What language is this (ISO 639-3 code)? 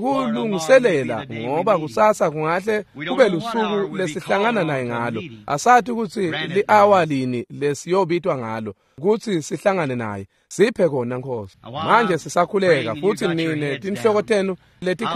ssw